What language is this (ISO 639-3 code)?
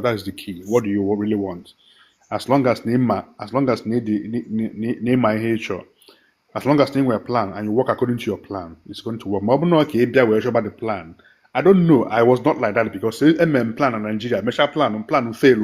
ibo